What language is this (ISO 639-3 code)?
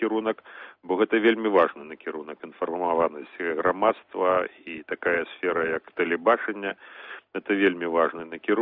bel